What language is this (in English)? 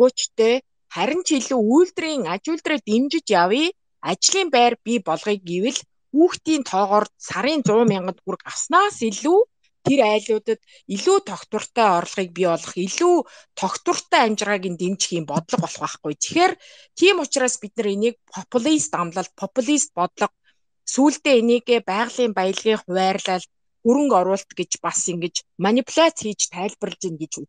Mongolian